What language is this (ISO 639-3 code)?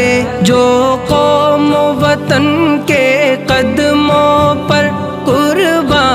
urd